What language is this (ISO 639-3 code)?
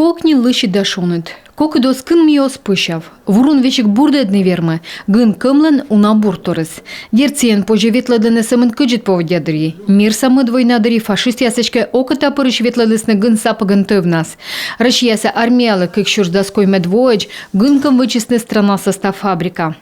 kom